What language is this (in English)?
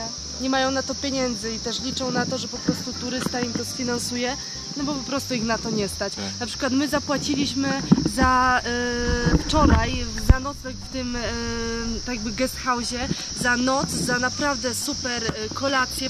Polish